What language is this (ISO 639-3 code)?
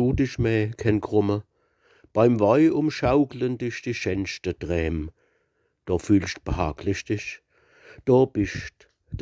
pfl